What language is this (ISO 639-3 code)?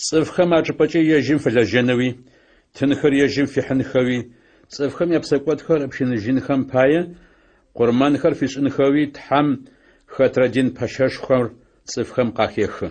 ady